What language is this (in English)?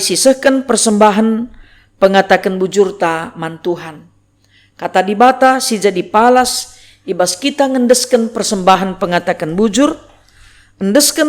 Batak Karo